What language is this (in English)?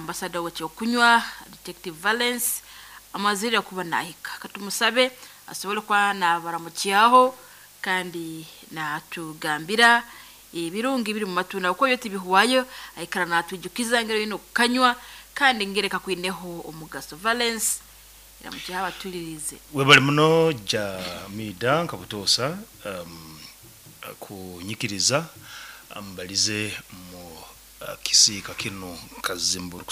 Nyoro